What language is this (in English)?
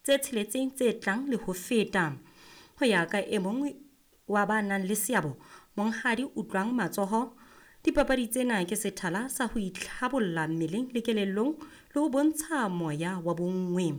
Southern Sotho